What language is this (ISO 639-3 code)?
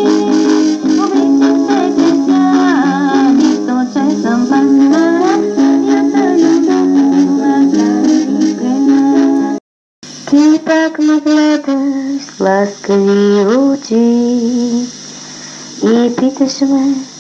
bul